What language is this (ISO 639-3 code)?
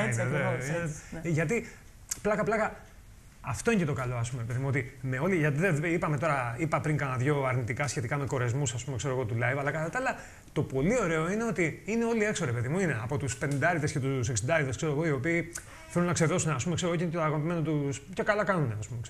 ell